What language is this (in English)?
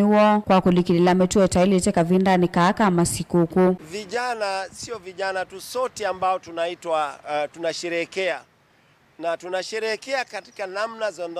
Kamba